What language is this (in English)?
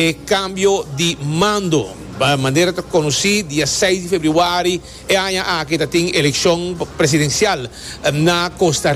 Papiamento